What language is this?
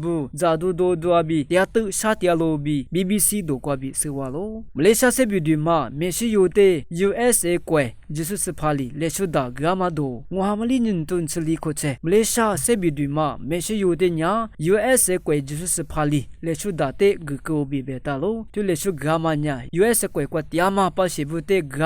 Lisu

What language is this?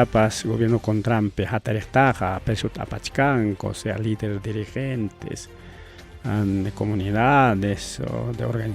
Ayacucho Quechua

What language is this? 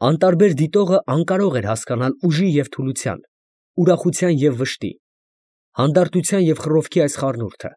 Armenian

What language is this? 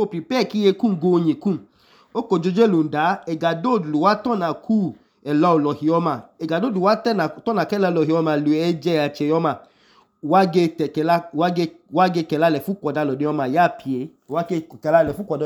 Idoma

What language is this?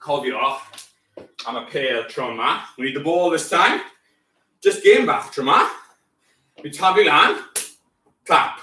Welsh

